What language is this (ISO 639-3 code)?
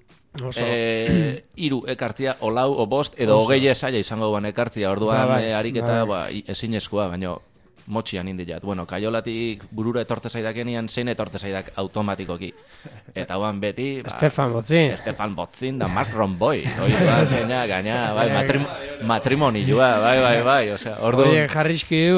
eus